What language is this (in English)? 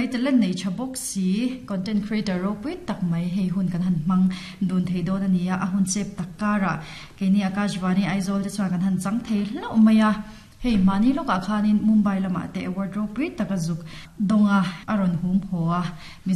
Mizo